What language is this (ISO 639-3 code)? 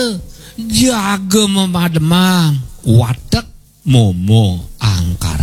ban